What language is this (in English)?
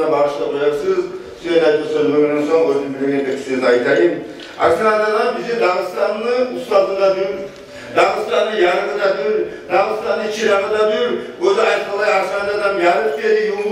Kumyk